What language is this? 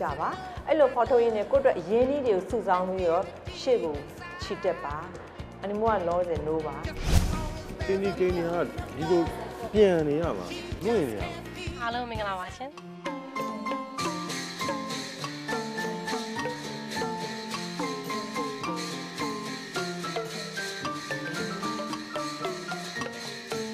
Burmese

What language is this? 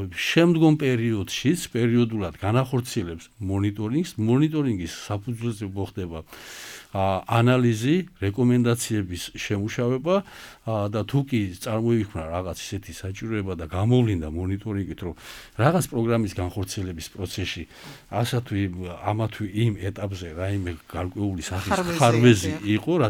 Georgian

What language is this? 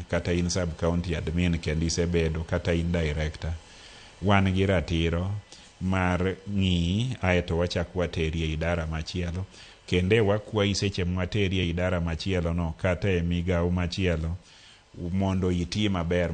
Luo (Kenya and Tanzania)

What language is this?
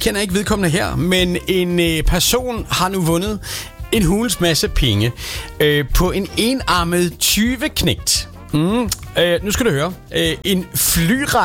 Danish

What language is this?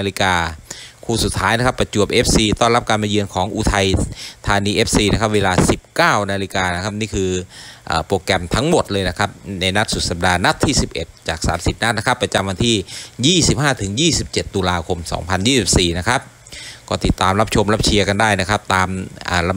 Thai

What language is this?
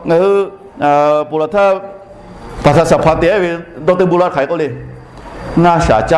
Lahu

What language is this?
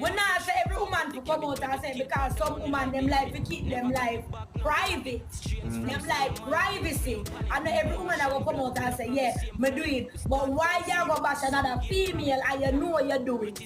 Jamaican Creole English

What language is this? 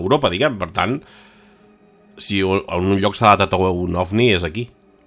Catalan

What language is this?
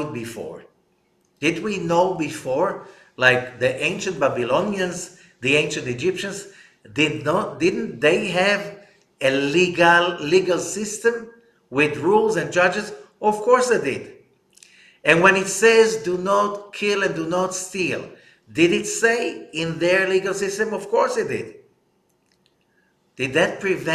English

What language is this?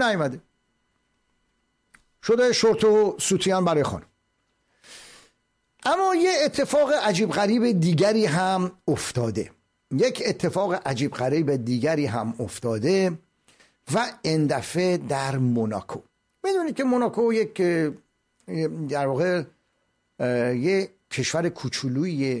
Persian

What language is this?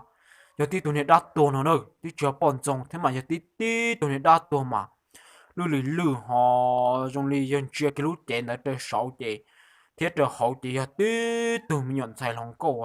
Hmong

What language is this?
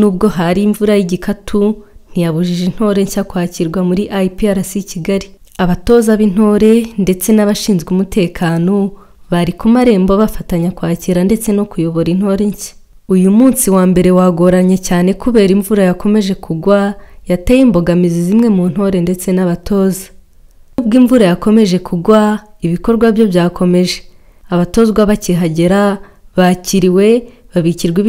Kinyarwanda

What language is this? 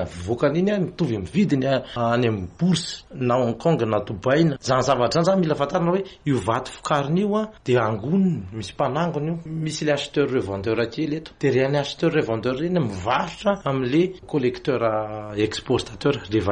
Malagasy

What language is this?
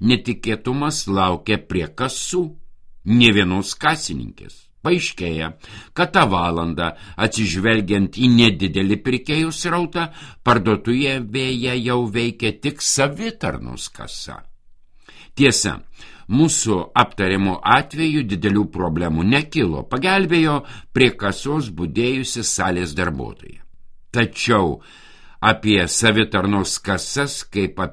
Lithuanian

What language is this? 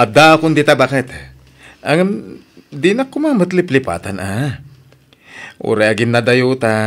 Iloko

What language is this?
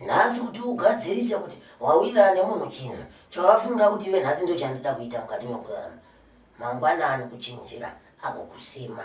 Shona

